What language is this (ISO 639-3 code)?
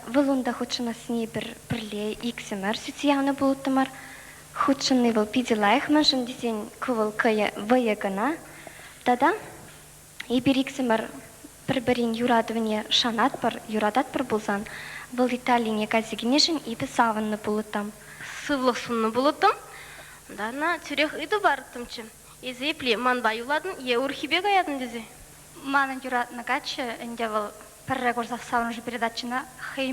chv